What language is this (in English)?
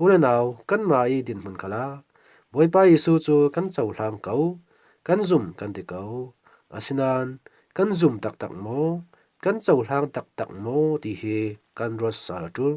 Falam Chin